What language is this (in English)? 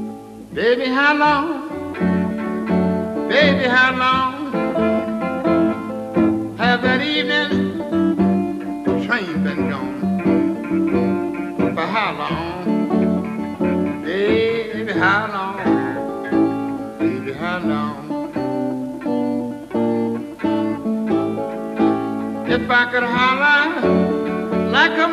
English